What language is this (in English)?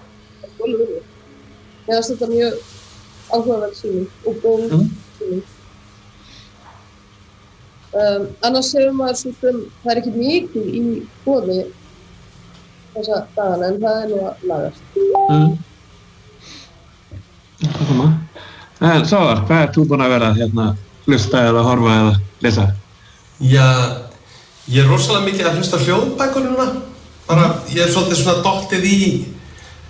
Icelandic